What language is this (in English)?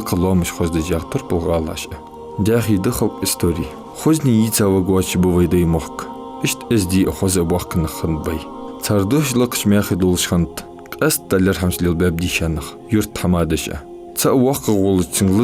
Ingush